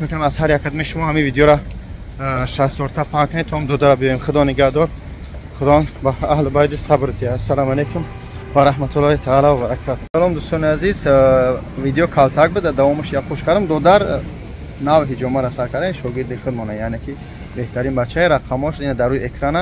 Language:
Tajik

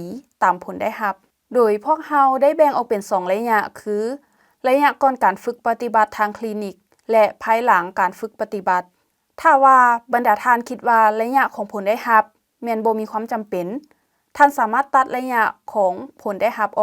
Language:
Lao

